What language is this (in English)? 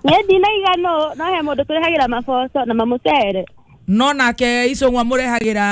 Kikuyu